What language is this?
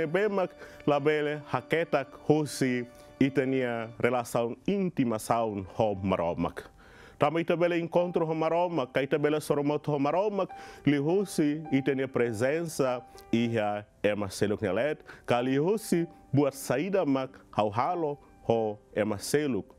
Tetum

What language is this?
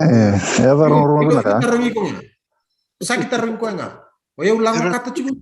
Fijian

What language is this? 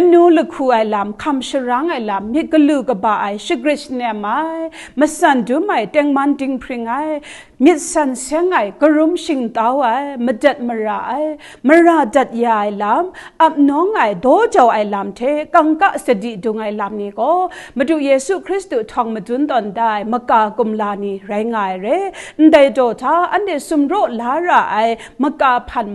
Kachin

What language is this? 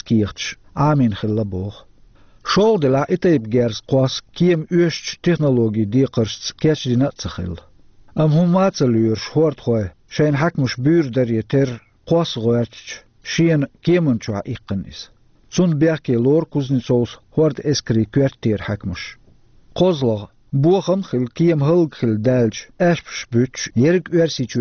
Chechen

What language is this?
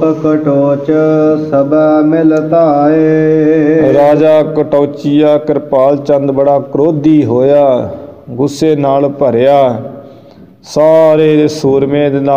Punjabi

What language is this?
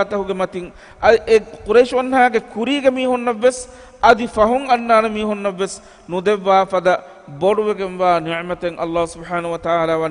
Divehi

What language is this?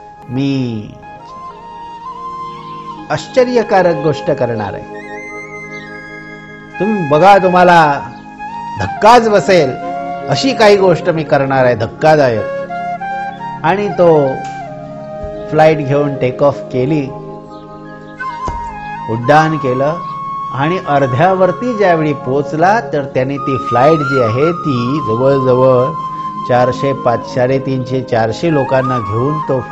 Marathi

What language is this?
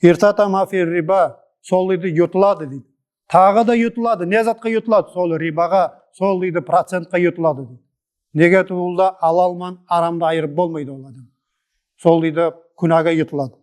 Nogai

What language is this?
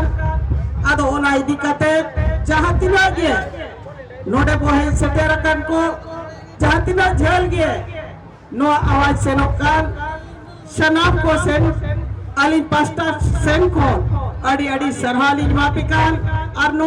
Santali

